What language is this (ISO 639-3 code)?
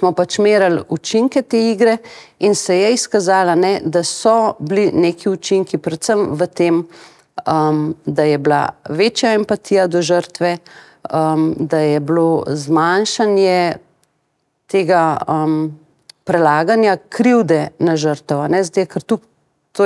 slv